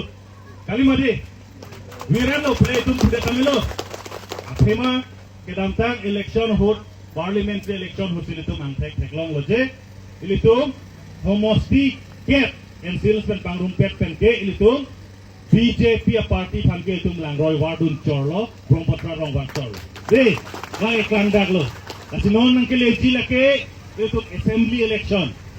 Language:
Karbi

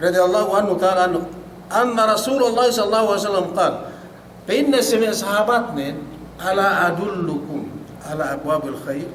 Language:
Yakan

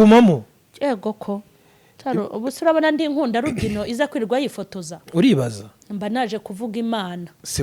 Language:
Kinyarwanda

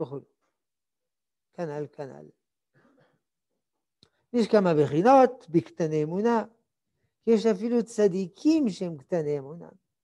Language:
Hebrew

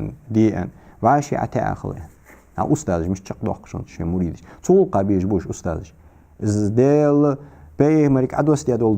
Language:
Ingush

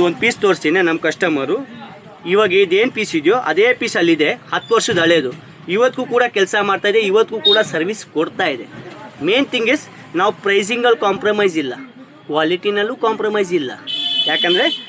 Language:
Kannada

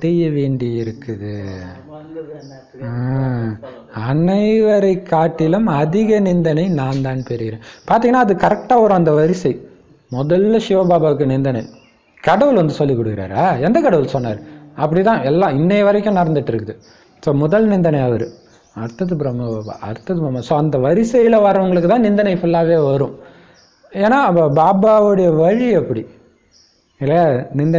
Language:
Tamil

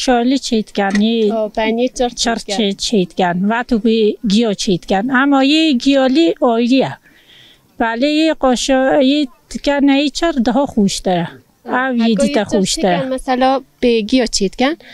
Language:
Kurdish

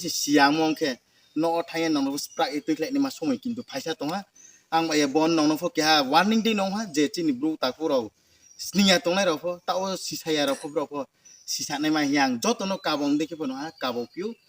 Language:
Riang (India)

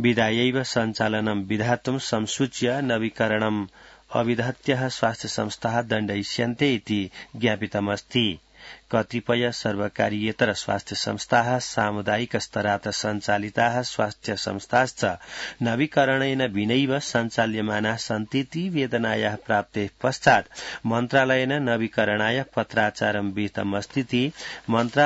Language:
Sanskrit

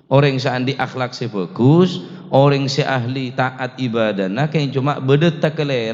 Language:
Madurese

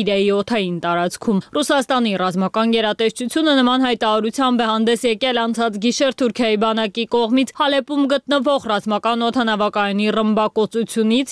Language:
Armenian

